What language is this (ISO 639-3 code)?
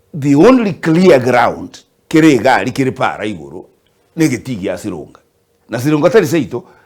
guz